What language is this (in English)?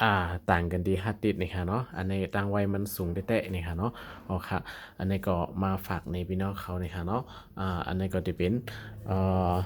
Shan